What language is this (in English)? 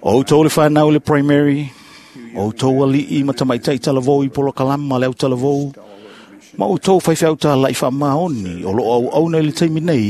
Samoan